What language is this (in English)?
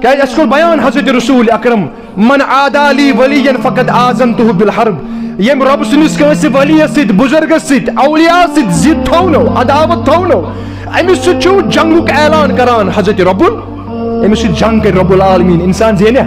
Kashmiri